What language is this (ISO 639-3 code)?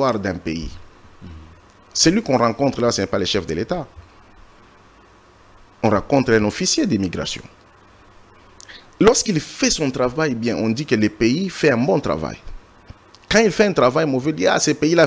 fra